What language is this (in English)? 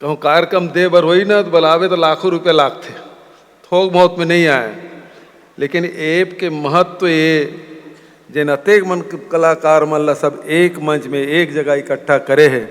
Chhattisgarhi